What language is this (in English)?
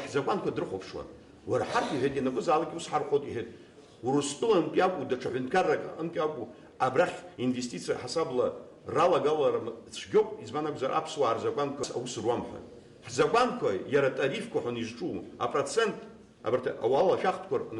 Abkhazian